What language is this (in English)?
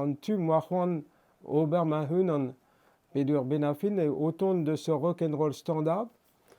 Breton